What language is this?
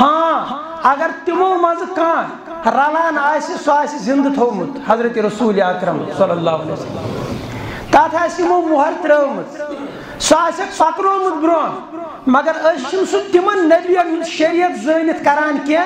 Kashmiri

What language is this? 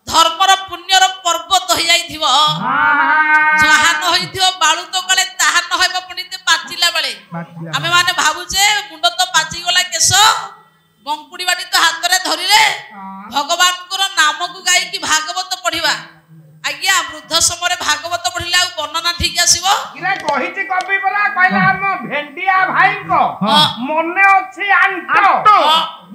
Odia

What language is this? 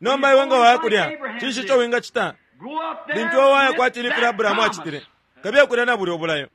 Bemba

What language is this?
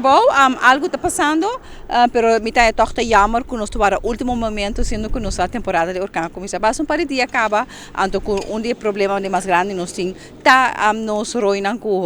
Papiamento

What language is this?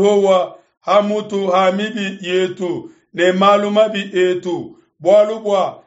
Luba-Lulua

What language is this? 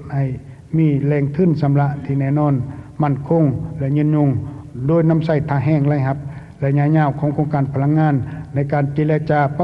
Lao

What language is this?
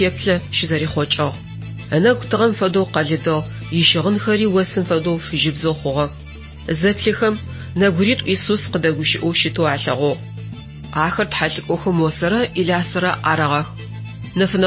Adyghe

